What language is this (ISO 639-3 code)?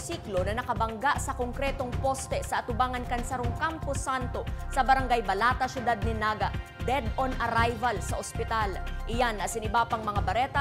bik